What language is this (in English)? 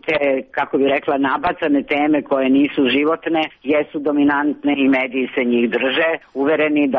Serbian